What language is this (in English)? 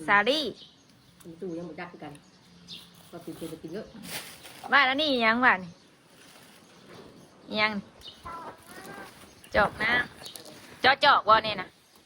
Northeastern Thai